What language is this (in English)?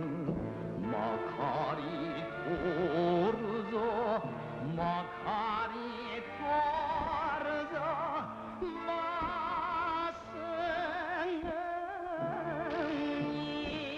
Japanese